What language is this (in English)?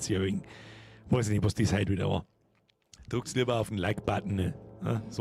Bavarian